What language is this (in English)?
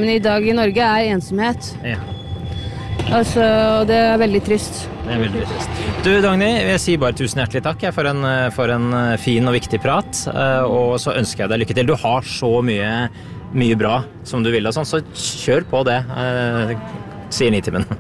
Norwegian